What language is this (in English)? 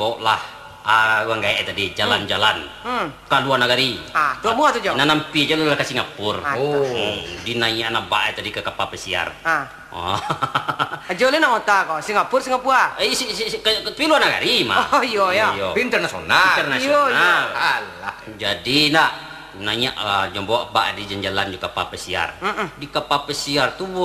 Minangkabau